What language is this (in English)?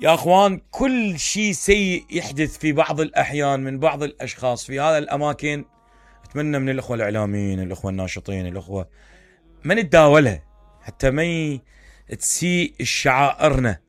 Mesopotamian Arabic